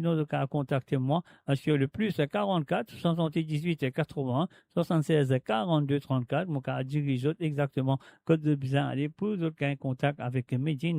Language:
Morisyen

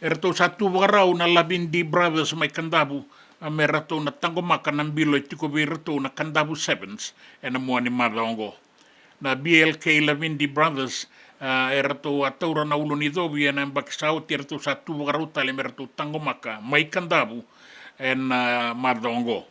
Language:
Fijian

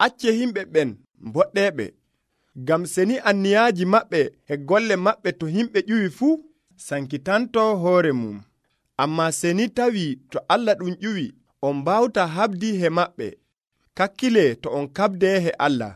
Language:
Nigerian Fulfulde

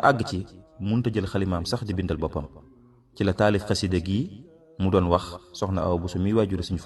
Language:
Wolof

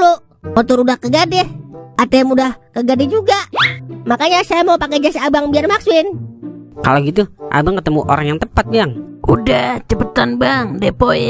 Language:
Betawi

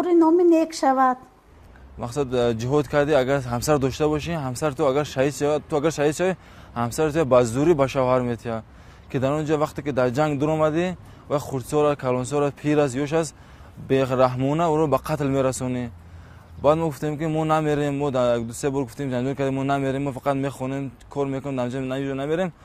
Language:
Tajik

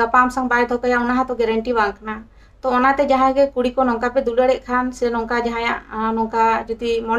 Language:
Santali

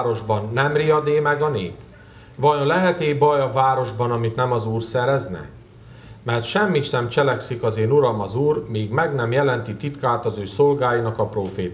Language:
Hungarian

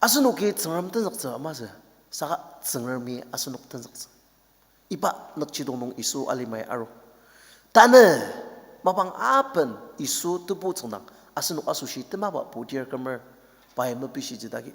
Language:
Ao Naga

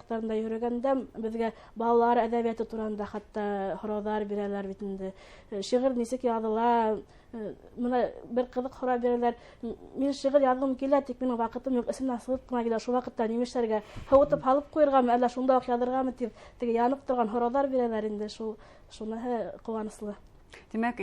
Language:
Bashkir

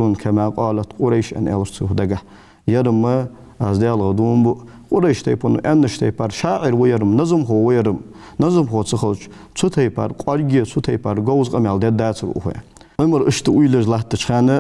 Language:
Ingush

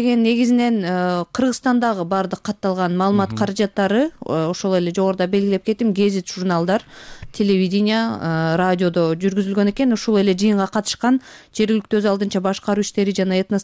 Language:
Kyrgyz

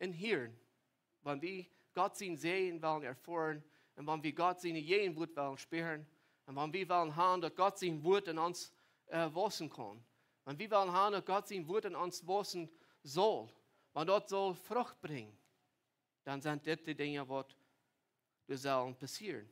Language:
Plautdietsch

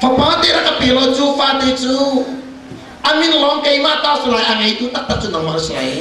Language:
Hakha Chin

